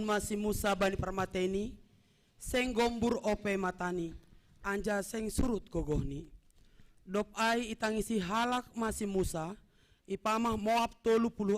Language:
Batak Simalungun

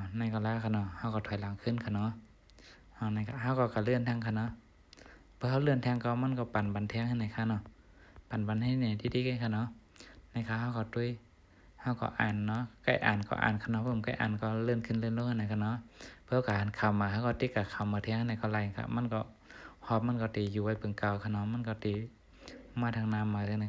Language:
Shan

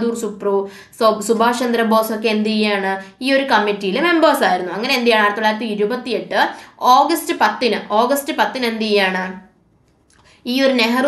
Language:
Malayalam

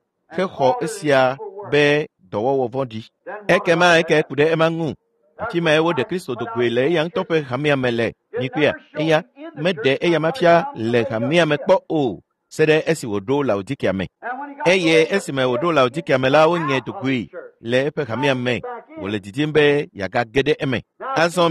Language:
Ewe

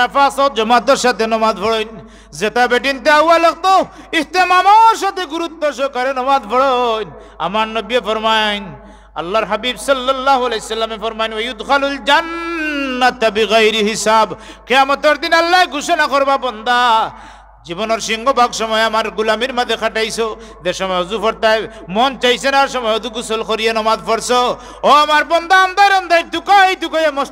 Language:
Sylheti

